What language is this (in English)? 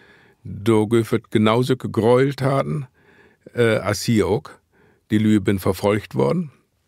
Low German